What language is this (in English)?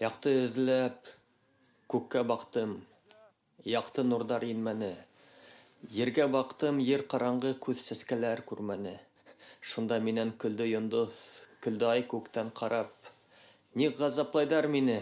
Bashkir